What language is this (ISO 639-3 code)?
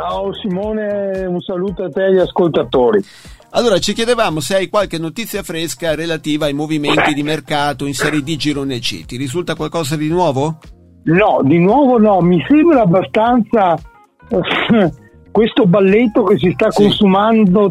ita